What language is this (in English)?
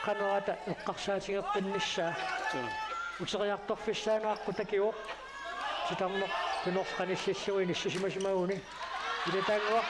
Kalaallisut